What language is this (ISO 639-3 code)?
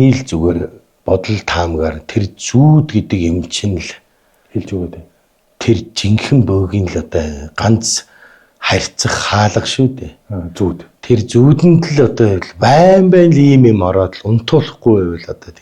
mon